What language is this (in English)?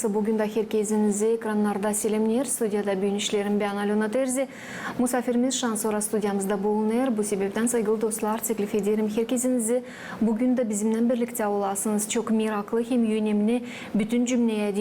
Gagauz